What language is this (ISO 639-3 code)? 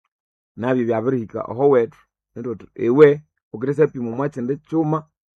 nnb